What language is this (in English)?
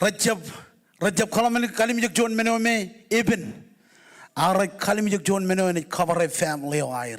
Marshallese